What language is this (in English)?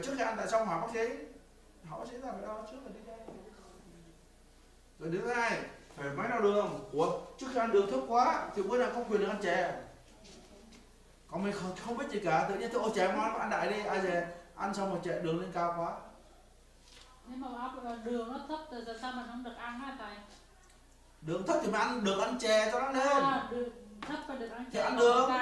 Vietnamese